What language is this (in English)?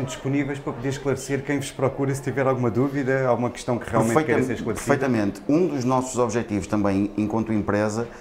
Portuguese